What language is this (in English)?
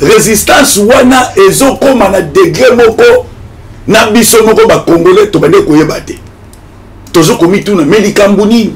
Lingala